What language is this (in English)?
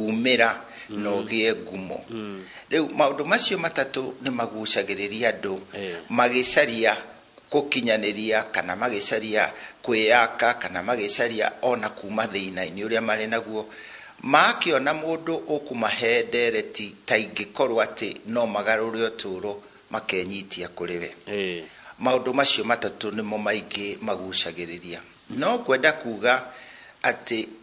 Kikuyu